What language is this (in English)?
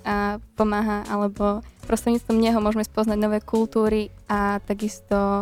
Slovak